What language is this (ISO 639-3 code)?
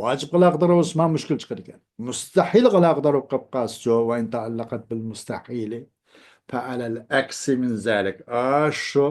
uig